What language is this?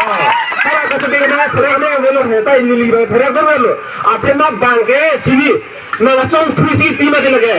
Karbi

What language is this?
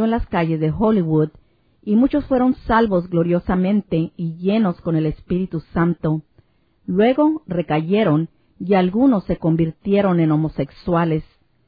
Spanish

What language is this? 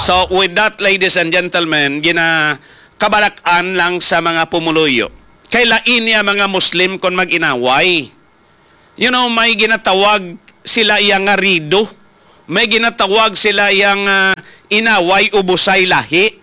Hiligaynon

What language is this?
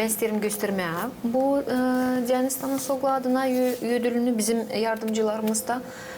Gagauz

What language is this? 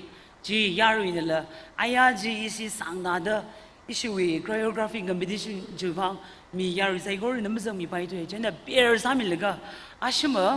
Tangkhul Naga (India)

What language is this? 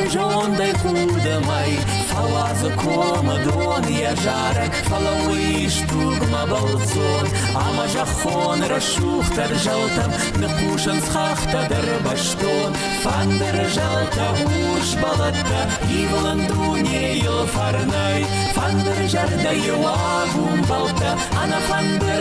Ossetic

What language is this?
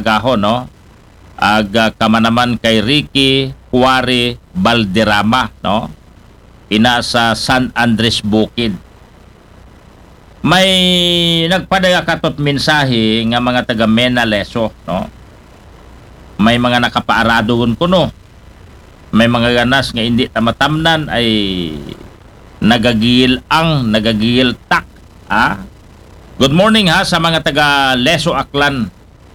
Aklanon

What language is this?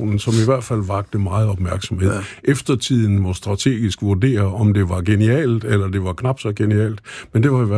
Danish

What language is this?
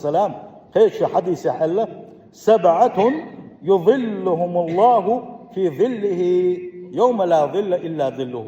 Chechen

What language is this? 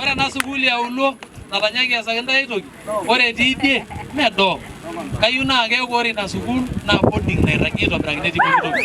Masai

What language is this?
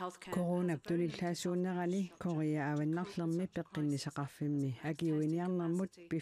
Kalaallisut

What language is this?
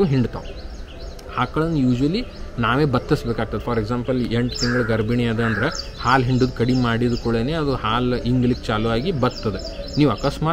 Kannada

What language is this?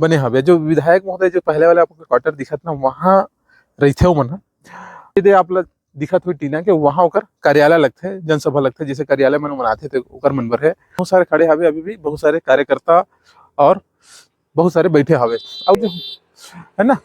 Chhattisgarhi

